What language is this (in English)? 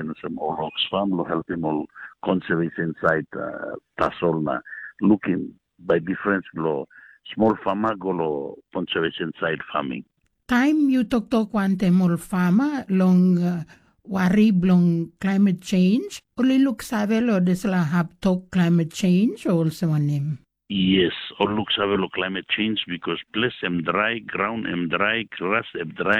Tok Pisin